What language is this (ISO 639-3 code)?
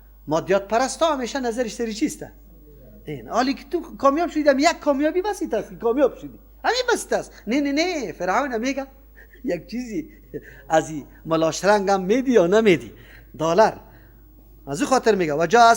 fas